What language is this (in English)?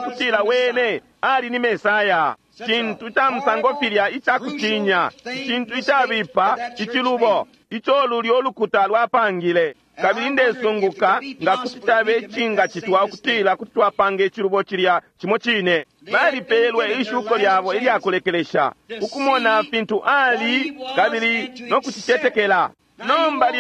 Bemba